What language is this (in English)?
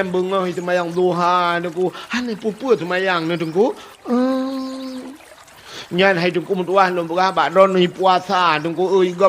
Achinese